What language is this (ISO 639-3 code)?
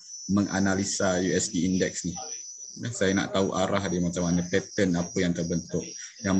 msa